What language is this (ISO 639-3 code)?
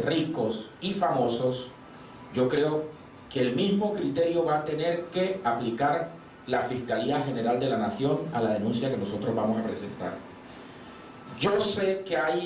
spa